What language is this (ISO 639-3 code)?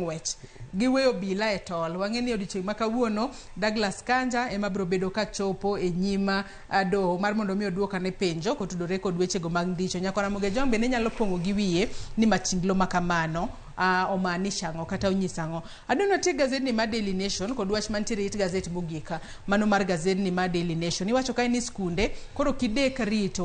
luo